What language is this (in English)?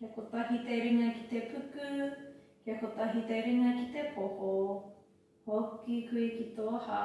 Māori